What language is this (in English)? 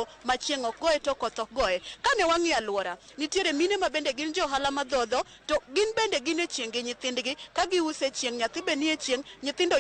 Luo (Kenya and Tanzania)